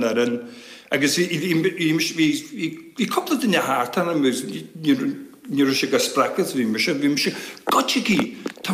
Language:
Irish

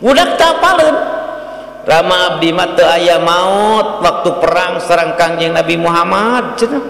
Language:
Sundanese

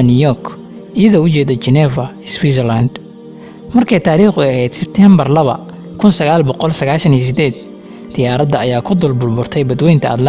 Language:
Somali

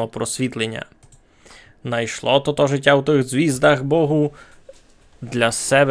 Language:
Rusyn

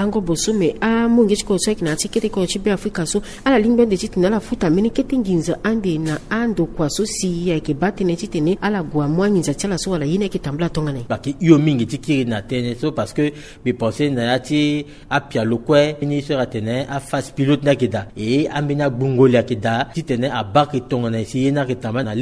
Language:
Sango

